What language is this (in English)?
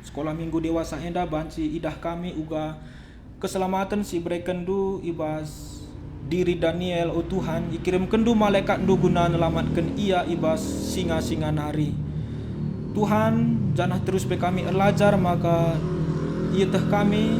Batak Karo